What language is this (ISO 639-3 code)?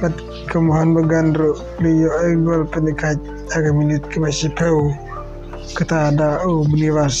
kha